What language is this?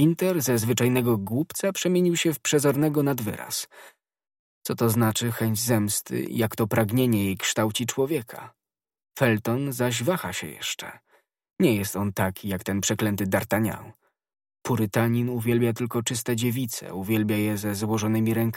Polish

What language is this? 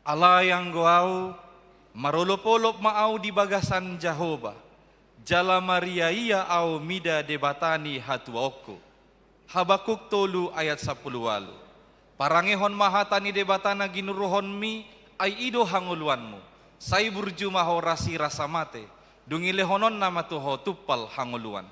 Batak Toba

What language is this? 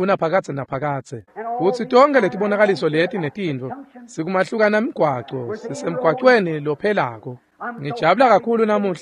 Swati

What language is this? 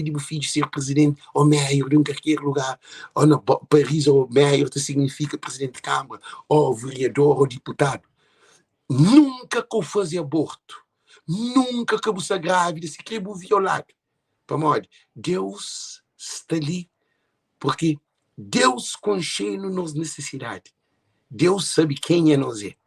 Kabuverdianu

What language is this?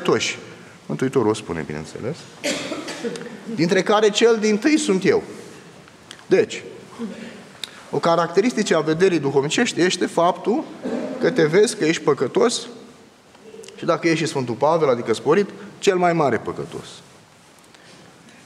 Romanian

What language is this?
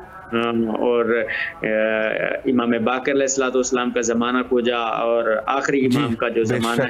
Urdu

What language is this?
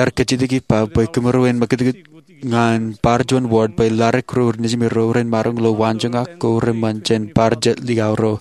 Marshallese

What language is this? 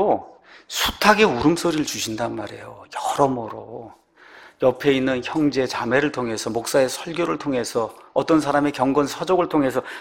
Korean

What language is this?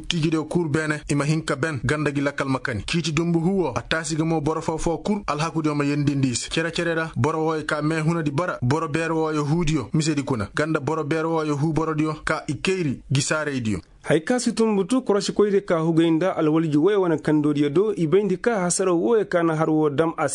Koyraboro Senni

